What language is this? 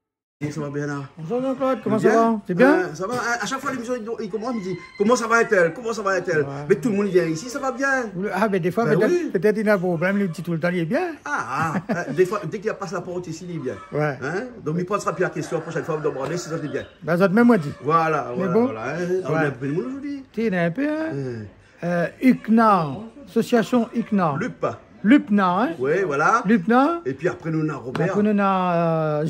Réunion Creole French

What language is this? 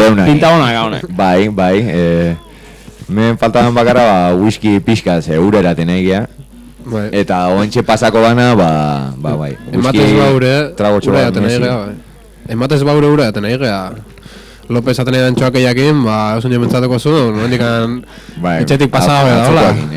Basque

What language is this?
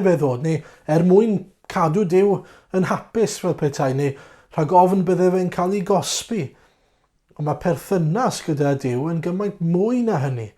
Welsh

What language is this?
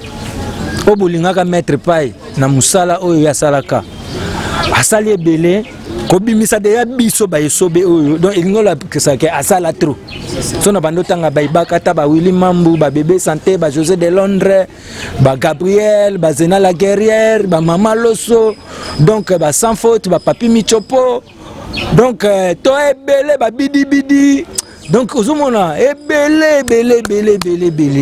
Lingala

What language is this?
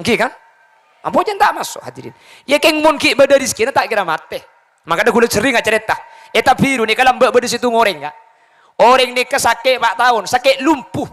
Madurese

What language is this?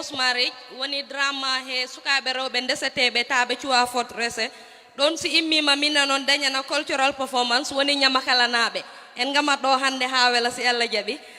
Fula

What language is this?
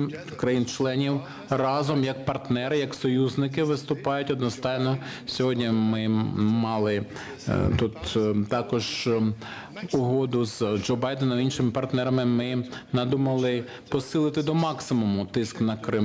Ukrainian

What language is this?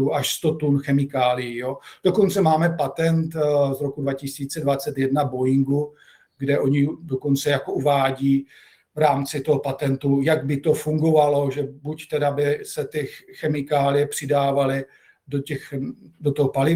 Czech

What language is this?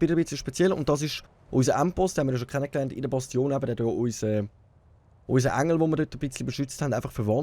Swiss German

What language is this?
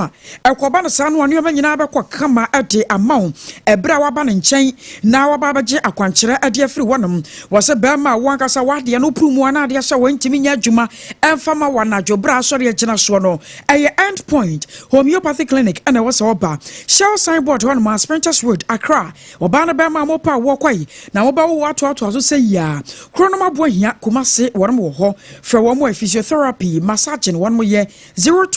Akan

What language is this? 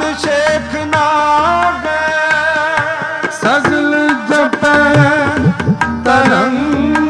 Punjabi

